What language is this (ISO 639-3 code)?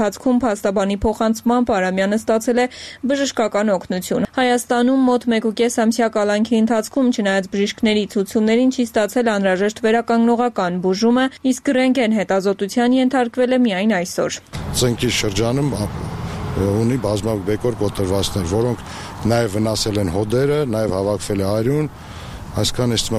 hye